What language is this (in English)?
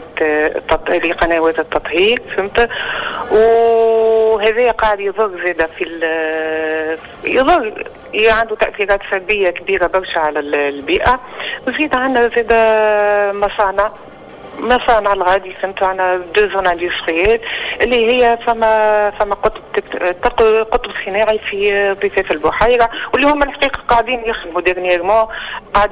Tunisian Arabic